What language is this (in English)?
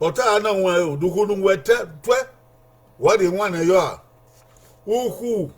Bini